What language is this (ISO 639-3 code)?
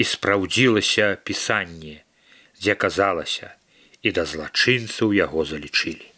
bel